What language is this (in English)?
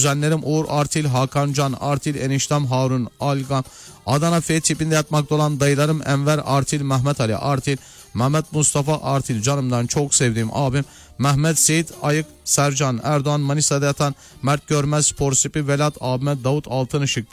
Turkish